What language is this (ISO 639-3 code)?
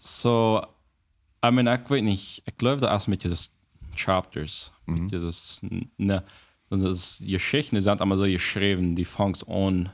pdt